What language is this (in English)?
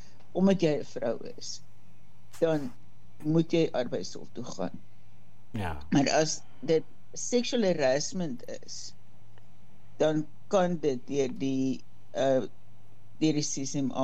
Afrikaans